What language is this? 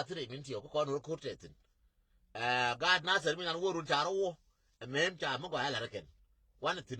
Nuer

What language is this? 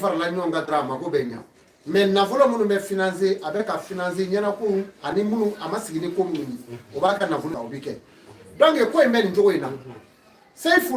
Bambara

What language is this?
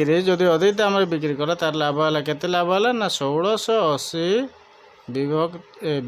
Odia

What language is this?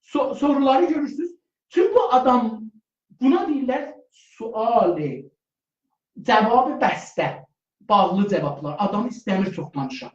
South Azerbaijani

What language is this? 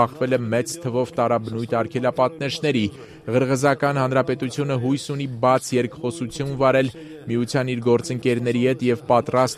Armenian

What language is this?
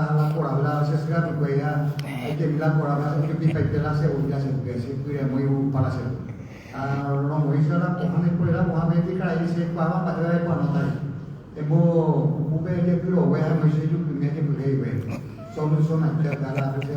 Guarani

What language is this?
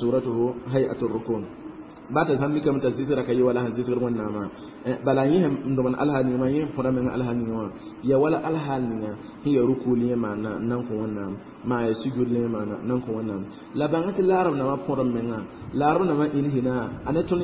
Mossi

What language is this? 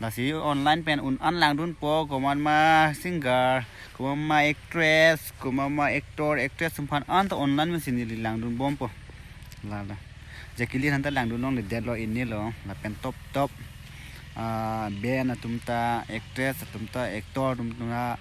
Karbi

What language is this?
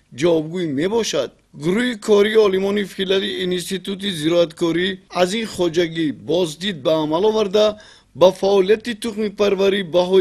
Tajik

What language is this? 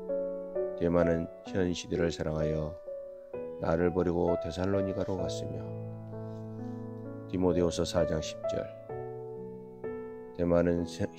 Korean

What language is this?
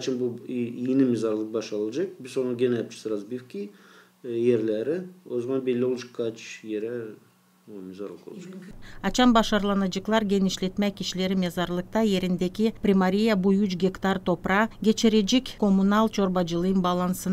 Gagauz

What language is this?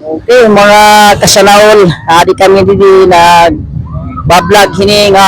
Waray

